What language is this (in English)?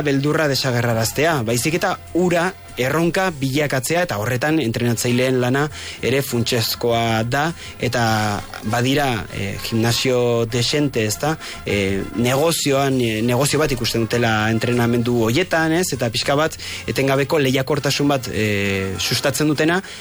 Basque